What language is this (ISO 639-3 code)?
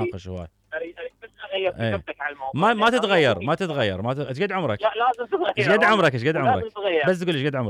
acm